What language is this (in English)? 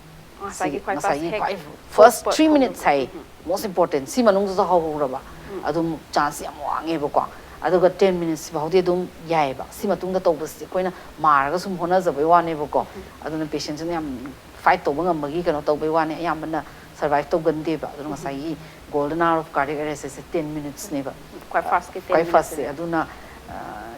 Manipuri